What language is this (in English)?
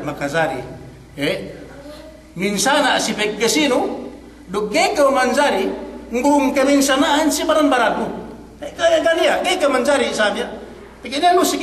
Yakan